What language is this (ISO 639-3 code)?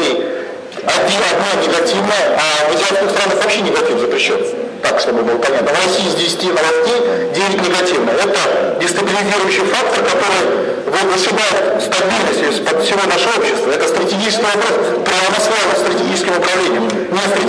rus